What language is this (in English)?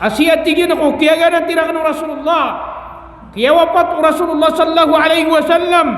Maranao